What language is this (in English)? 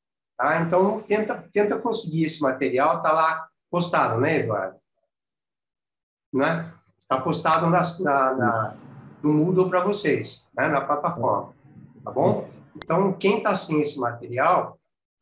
Portuguese